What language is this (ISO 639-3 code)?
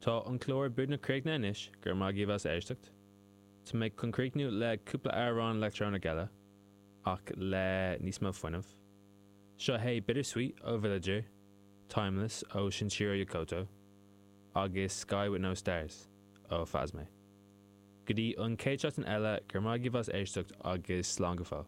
gle